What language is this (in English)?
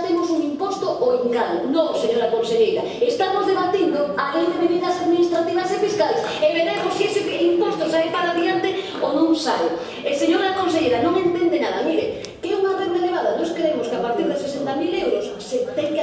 Galician